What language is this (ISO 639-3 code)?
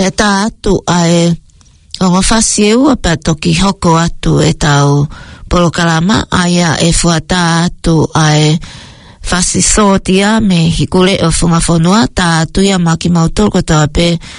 ton